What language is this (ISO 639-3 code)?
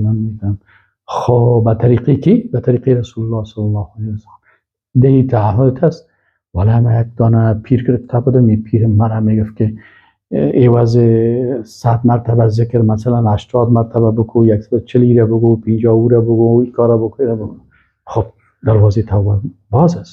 fas